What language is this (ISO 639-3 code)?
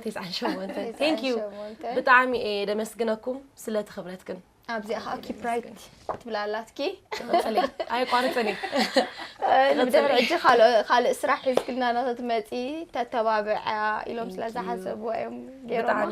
tir